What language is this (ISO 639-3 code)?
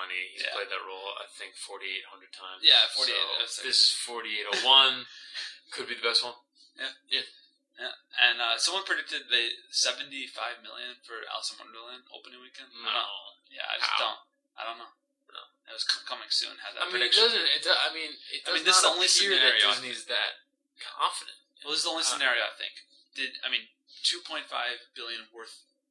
eng